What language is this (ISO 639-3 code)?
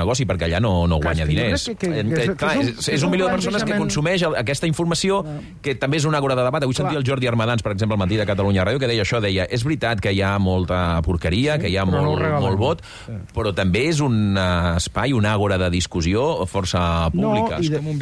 cat